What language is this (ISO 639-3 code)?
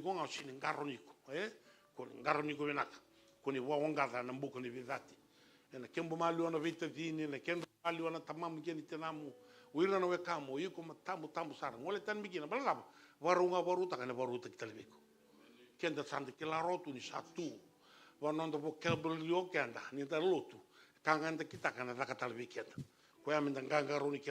fij